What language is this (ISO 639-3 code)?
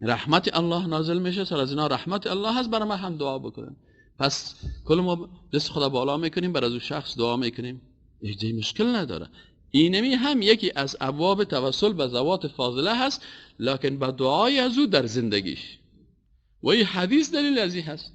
fas